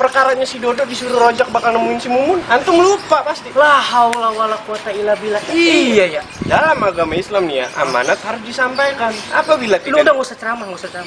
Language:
Betawi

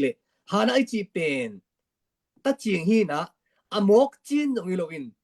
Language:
Tedim Chin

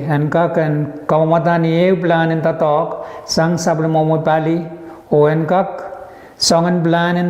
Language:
Pohnpeian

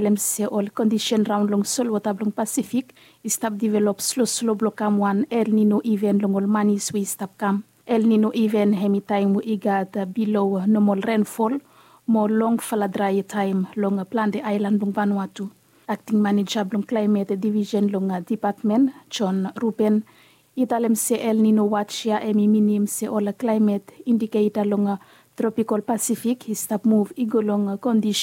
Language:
Bislama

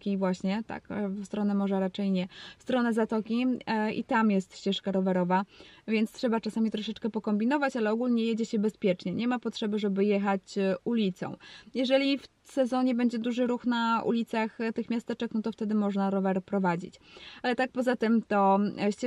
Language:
Polish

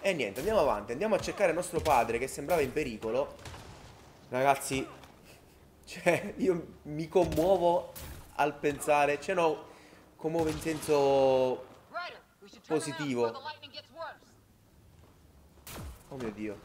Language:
Italian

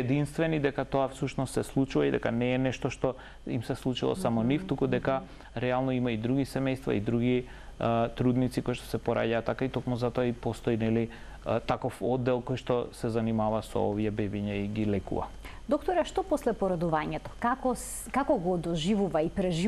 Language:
Macedonian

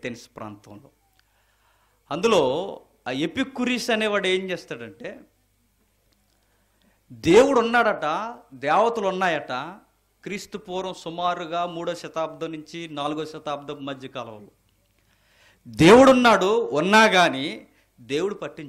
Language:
Telugu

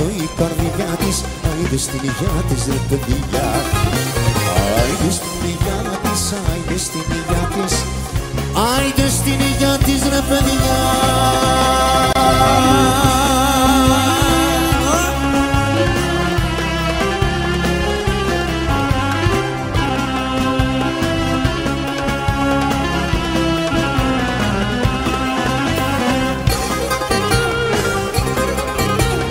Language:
Greek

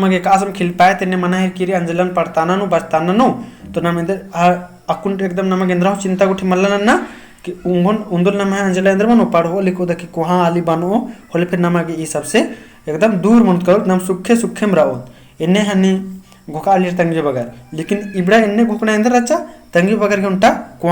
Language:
Kurukh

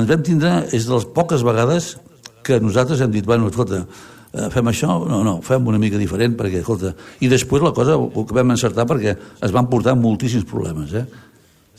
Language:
Catalan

